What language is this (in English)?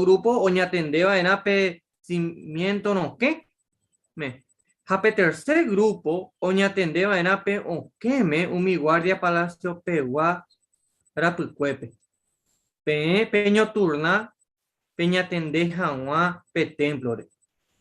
Guarani